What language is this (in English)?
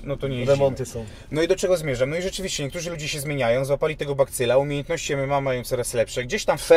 Polish